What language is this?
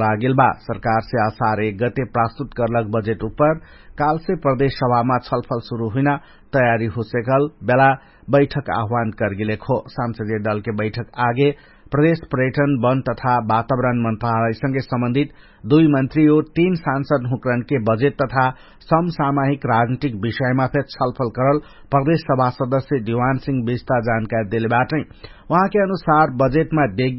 Dangaura Tharu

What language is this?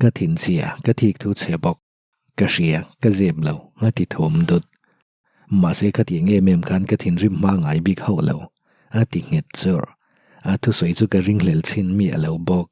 Mizo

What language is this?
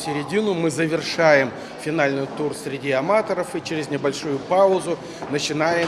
Crimean Tatar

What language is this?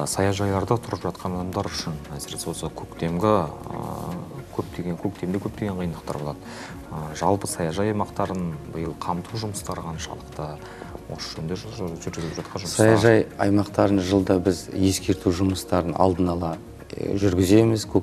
Kazakh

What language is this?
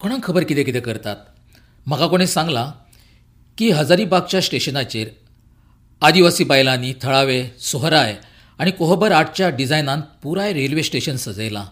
Konkani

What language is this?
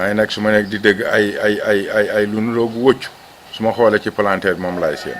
Wolof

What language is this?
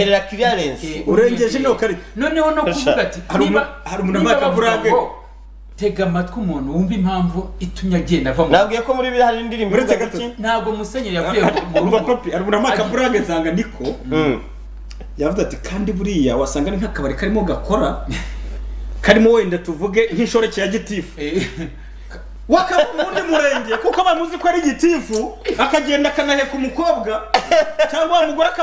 Kinyarwanda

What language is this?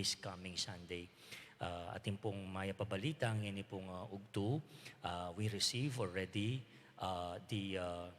Pampanga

